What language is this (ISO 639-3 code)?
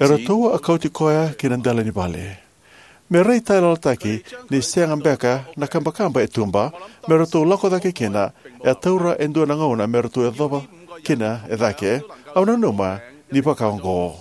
fij